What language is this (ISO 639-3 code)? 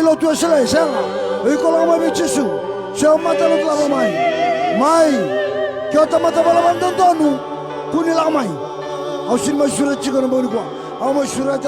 fij